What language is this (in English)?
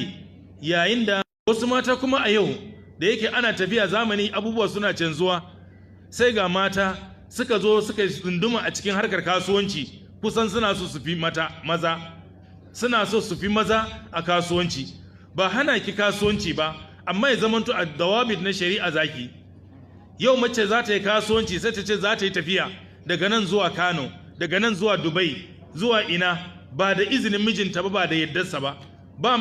Hausa